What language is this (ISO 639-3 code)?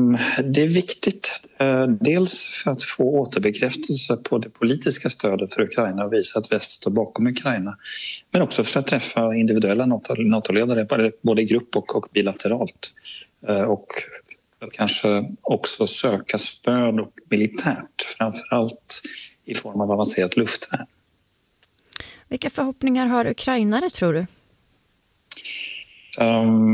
swe